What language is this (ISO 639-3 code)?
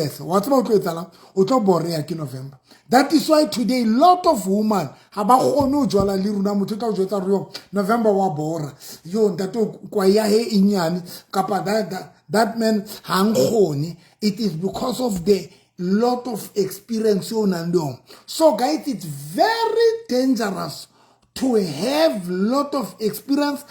sot